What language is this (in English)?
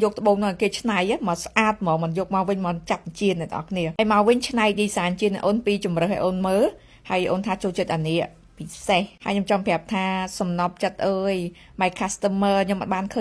Khmer